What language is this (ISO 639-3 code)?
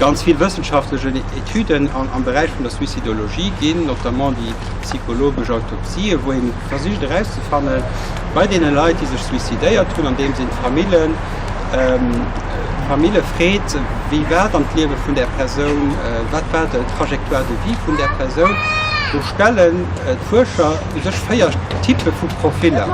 ltz